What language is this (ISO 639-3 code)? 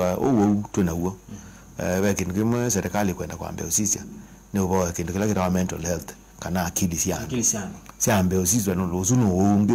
kam